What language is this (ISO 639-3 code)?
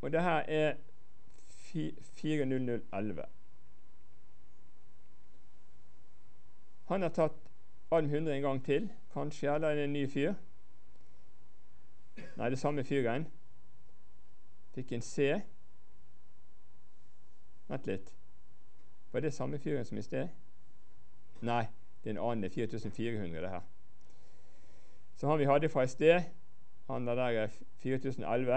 nor